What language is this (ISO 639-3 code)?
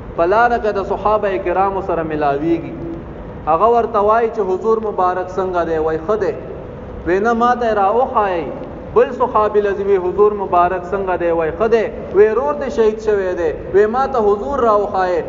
pus